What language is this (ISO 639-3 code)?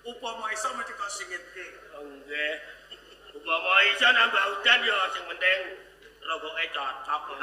jav